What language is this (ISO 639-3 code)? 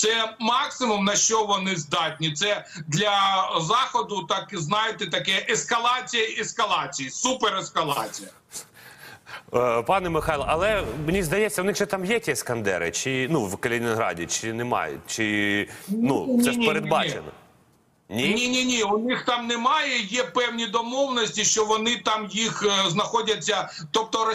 ukr